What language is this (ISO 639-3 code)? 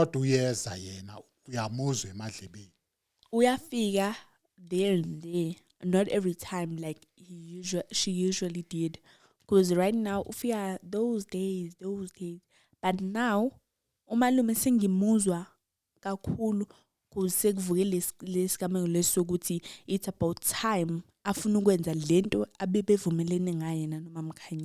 zul